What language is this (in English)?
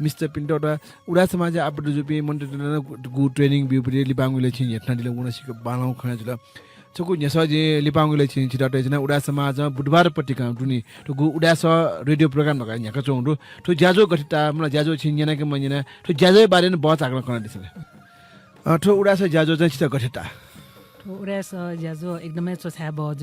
Newari